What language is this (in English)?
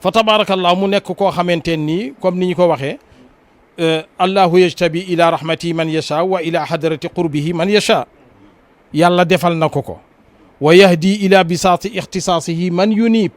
Wolof